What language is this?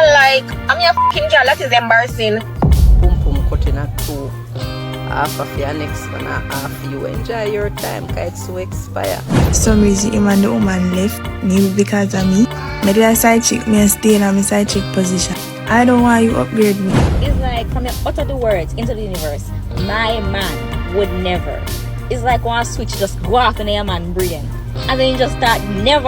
Jamaican Creole English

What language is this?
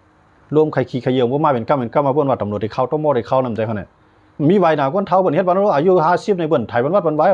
Shan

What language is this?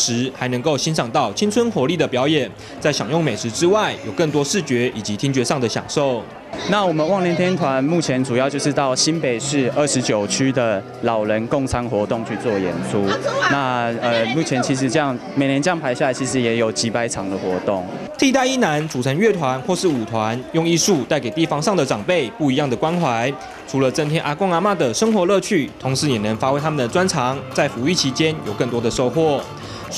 Chinese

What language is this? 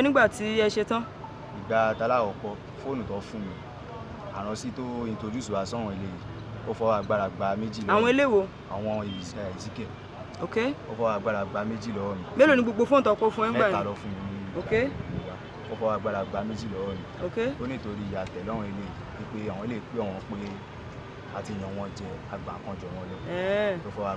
Yoruba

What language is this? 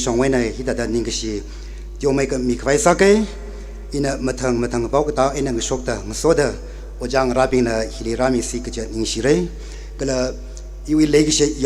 Tangkhul Naga (India)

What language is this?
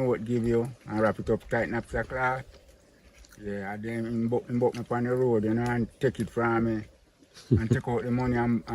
Jamaican Creole English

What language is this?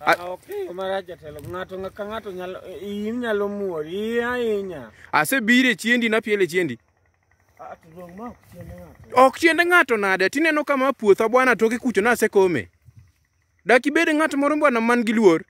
Luo (Kenya and Tanzania)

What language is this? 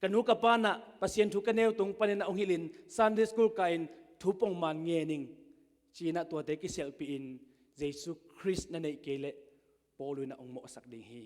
Tedim Chin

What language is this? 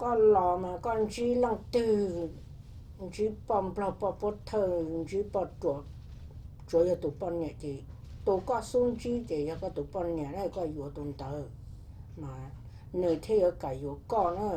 Hmong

